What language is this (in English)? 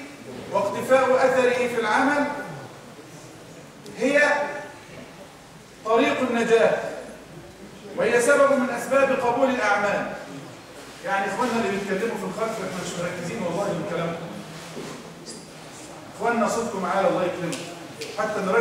Arabic